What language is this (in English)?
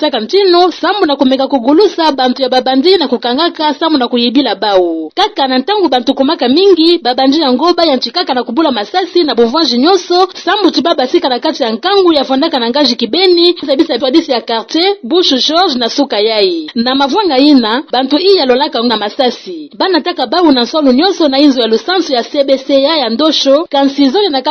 Kituba (Democratic Republic of Congo)